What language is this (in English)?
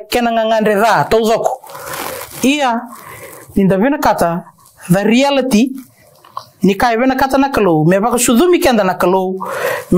Fijian